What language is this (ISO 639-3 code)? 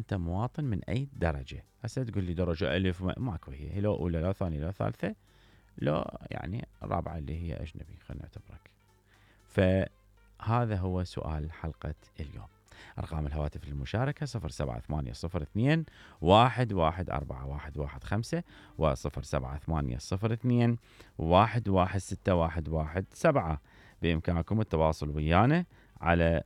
acm